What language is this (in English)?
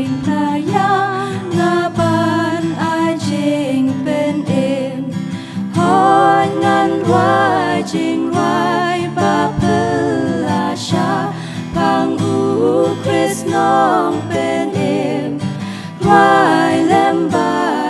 Khasi